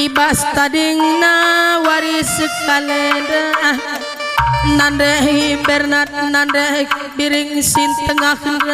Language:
Batak Karo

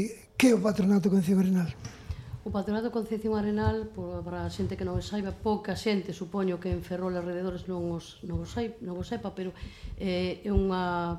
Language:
Galician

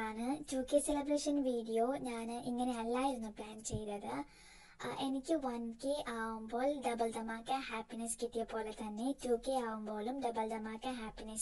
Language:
Malayalam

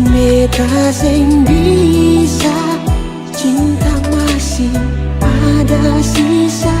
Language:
Ambonese Malay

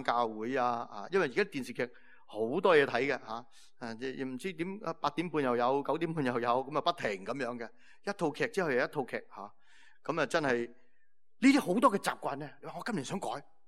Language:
Cantonese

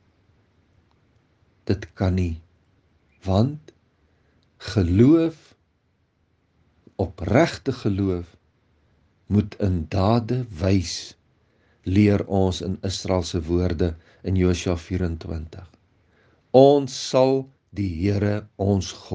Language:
Afrikaans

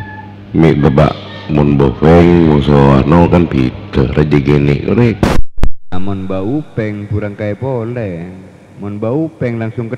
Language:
Madurese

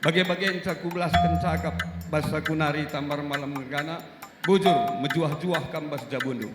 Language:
Batak Karo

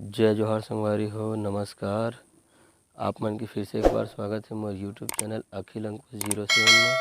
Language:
Chhattisgarhi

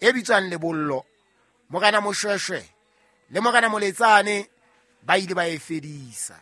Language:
Southern Sotho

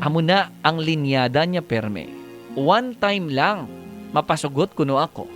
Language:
Hiligaynon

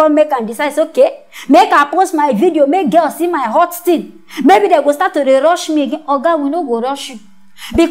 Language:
Nigerian Pidgin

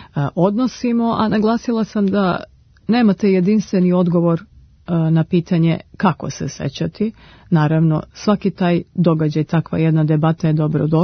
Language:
Serbian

